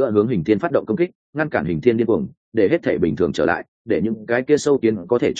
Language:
Vietnamese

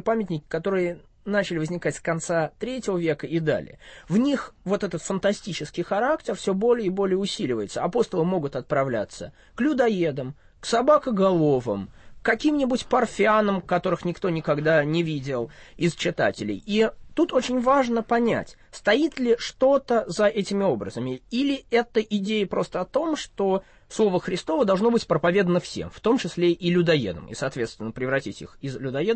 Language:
Russian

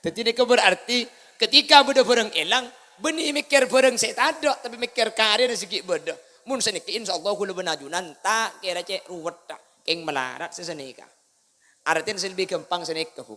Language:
Madurese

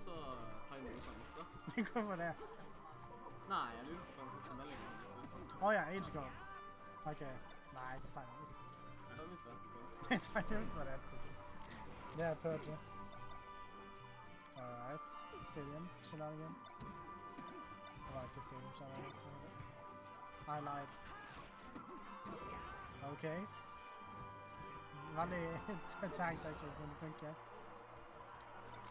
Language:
Norwegian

